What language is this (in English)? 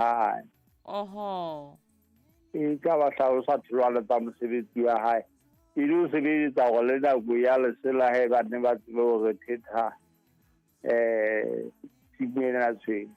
Southern Sotho